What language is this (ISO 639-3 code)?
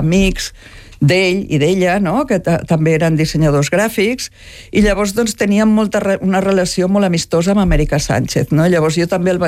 cat